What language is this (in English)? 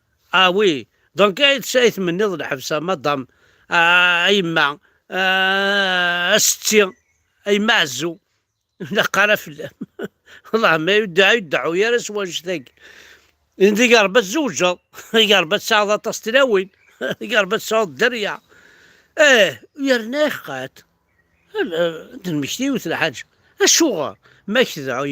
Kabyle